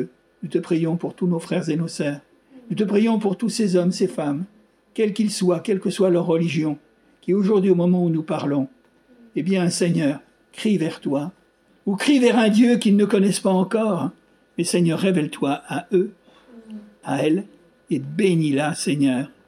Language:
French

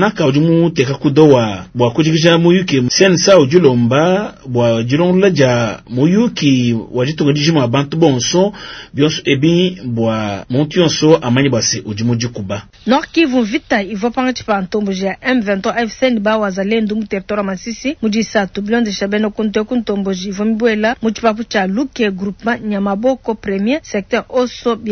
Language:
Luba-Lulua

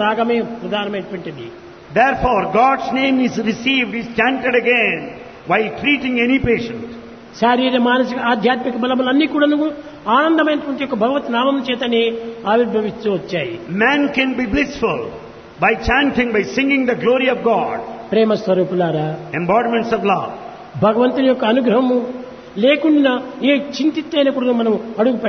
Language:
Telugu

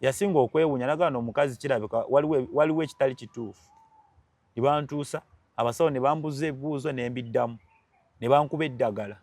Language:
Ganda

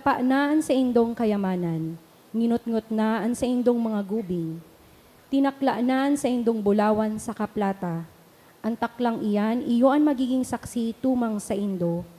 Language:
Bikol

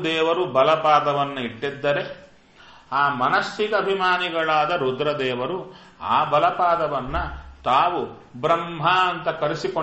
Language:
Kannada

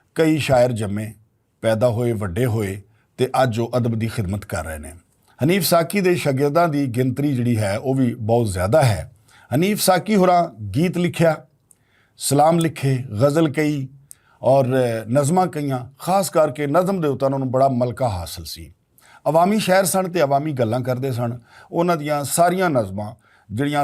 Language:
Western Panjabi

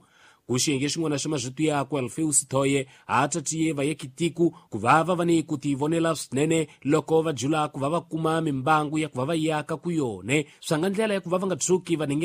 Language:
Tsonga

